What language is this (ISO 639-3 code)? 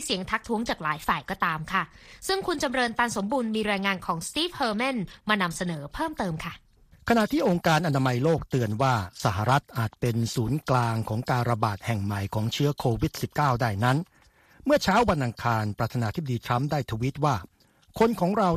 tha